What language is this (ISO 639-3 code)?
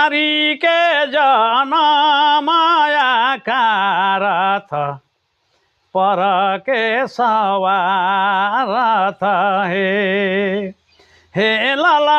sck